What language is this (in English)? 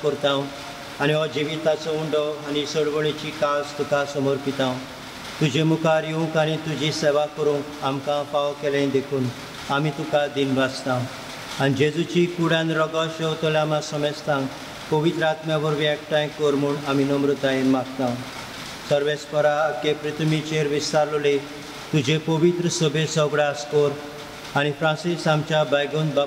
Konkani